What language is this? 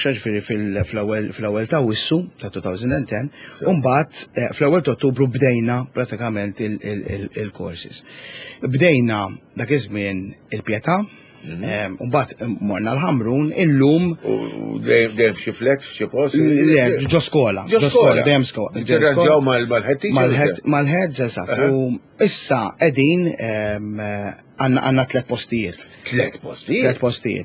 Maltese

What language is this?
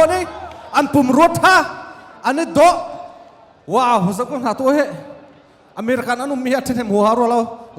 Hakha Chin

